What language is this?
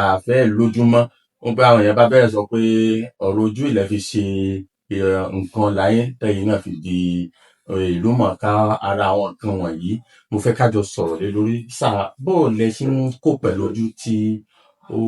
Yoruba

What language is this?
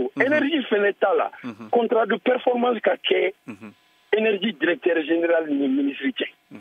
Bambara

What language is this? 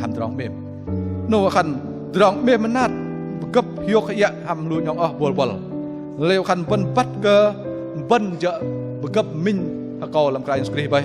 Bahnar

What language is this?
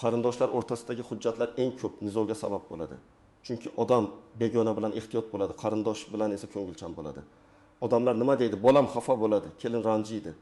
Uzbek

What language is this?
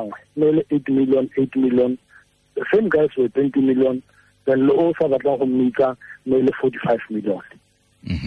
Tswana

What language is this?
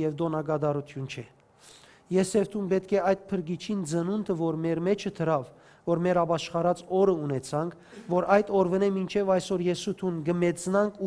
Western Armenian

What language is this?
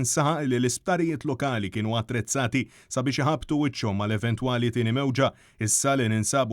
Maltese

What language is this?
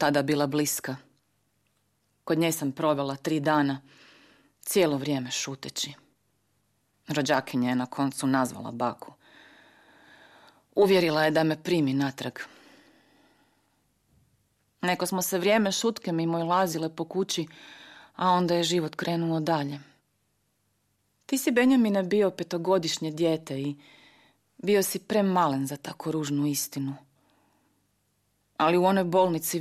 Croatian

